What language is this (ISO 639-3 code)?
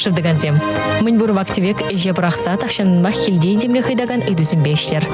chv